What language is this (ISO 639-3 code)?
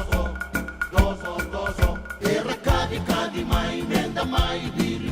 fij